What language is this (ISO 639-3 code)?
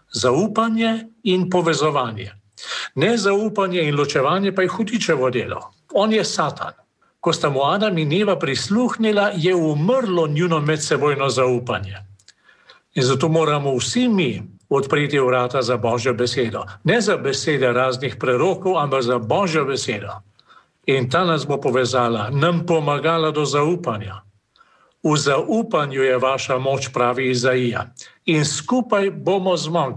slv